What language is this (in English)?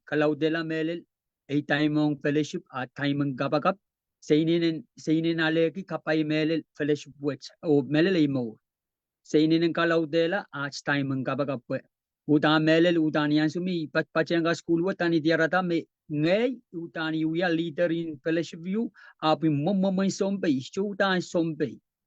Pohnpeian